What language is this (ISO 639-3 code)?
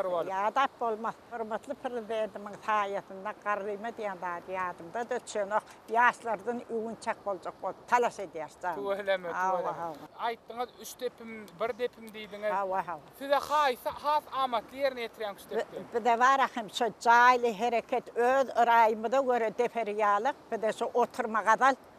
tuk